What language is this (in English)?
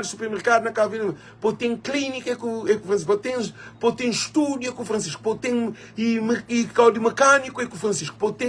Kabuverdianu